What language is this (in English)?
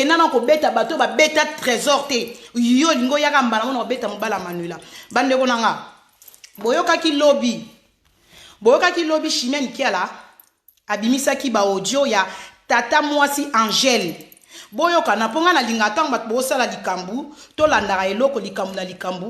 Lingala